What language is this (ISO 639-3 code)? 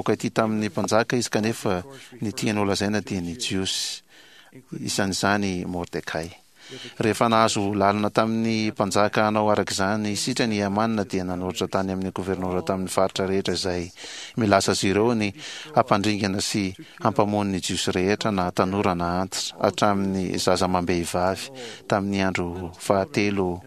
mlg